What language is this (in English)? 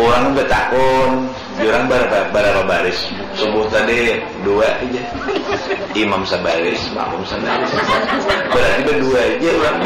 Banjar